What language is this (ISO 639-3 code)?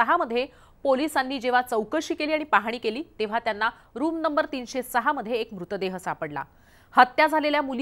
mar